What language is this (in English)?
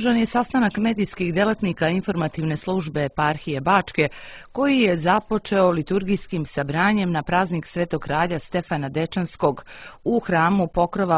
Serbian